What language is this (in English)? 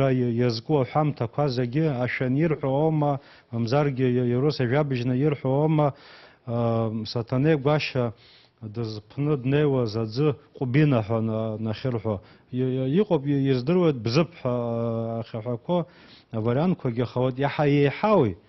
Abkhazian